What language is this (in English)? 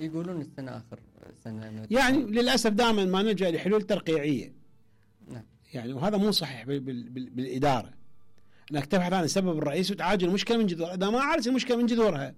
Mesopotamian Arabic